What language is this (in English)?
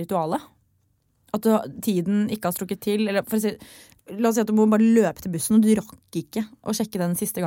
Norwegian